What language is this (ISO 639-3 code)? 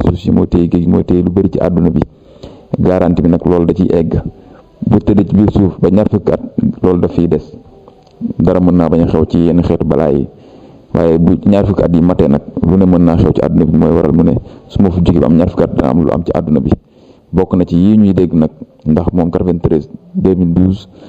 wol